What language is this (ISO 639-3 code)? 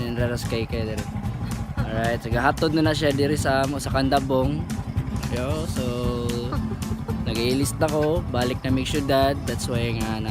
ceb